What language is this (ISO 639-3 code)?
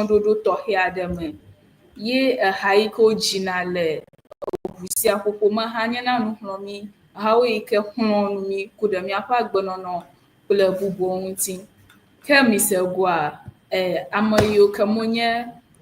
ewe